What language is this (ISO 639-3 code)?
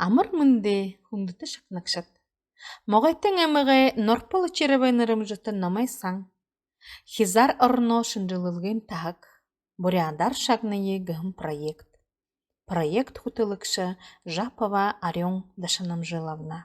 bua